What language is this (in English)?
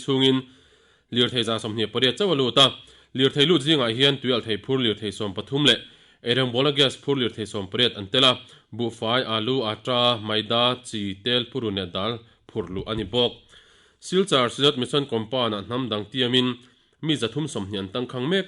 Mizo